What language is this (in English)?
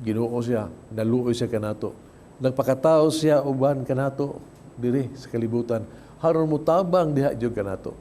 Cebuano